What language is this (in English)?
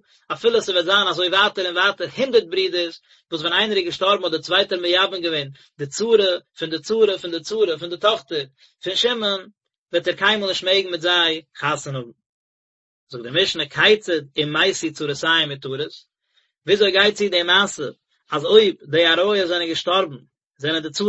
Yiddish